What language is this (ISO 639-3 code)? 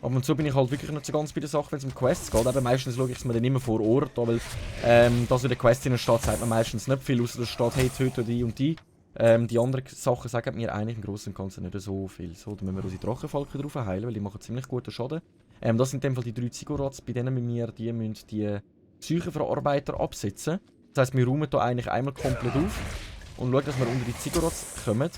gsw